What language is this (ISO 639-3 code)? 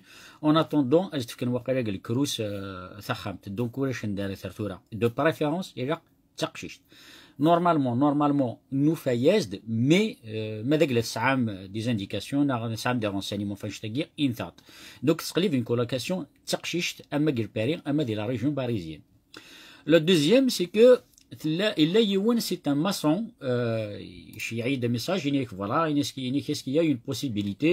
kab